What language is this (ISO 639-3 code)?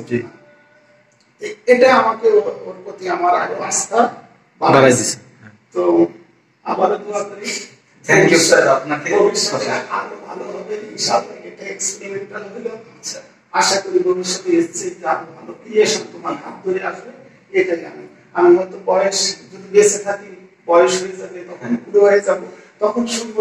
ben